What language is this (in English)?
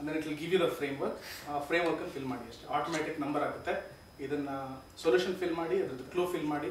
Kannada